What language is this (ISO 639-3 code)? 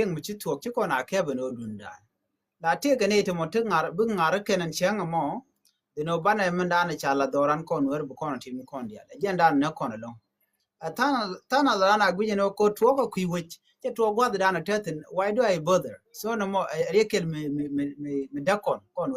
nus